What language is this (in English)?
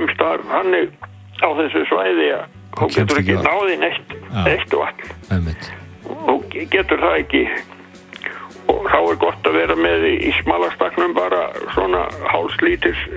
Icelandic